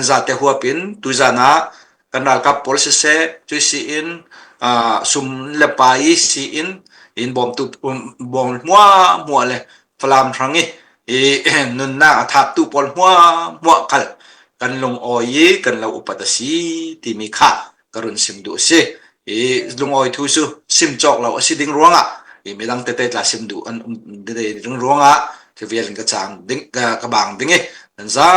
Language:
Falam Chin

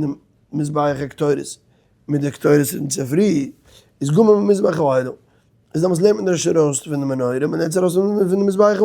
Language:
Yiddish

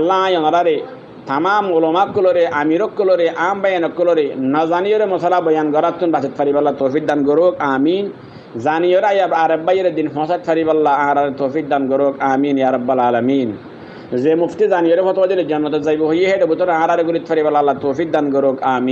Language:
Rohingya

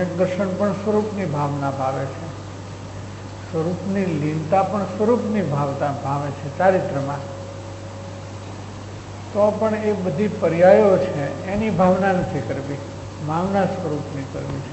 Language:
Gujarati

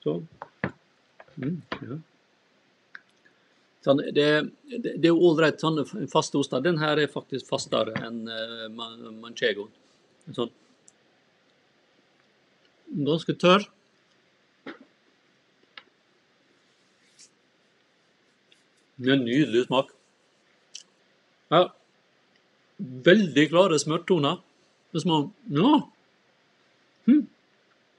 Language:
Norwegian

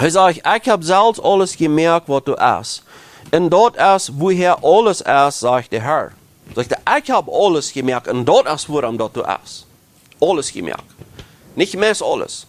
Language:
Plautdietsch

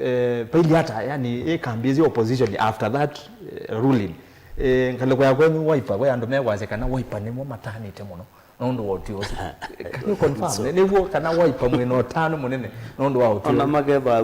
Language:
Kamba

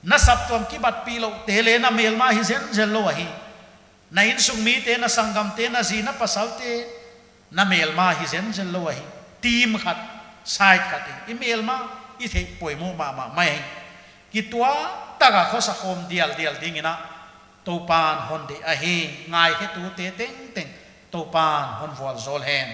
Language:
Paite Chin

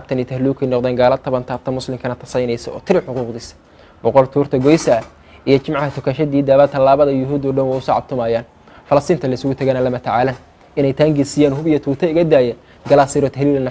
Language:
Somali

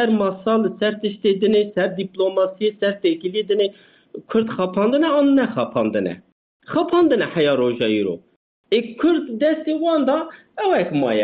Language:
Kurdish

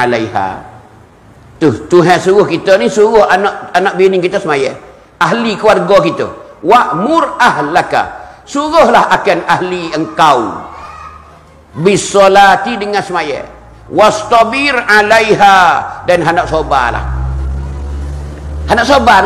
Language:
Malay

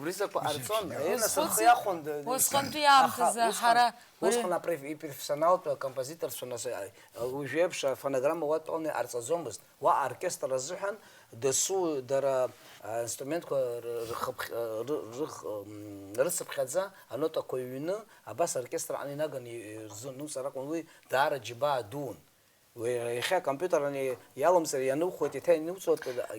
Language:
Abkhazian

